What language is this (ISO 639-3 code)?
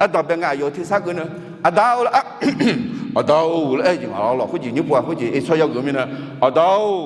ahk